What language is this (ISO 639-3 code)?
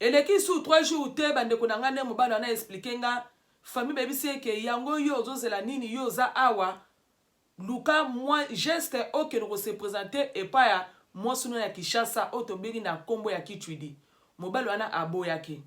lin